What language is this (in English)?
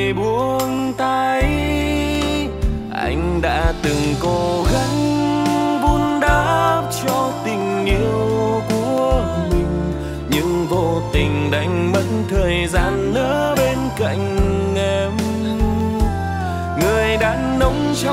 Vietnamese